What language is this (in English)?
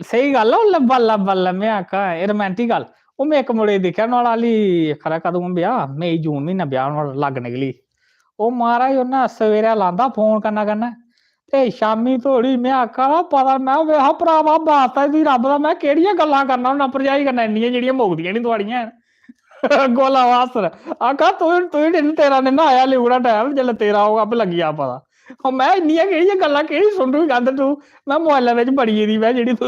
Dogri